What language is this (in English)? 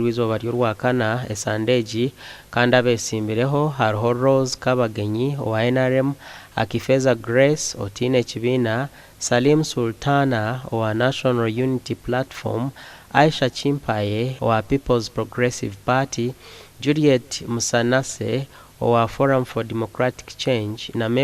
Nyankole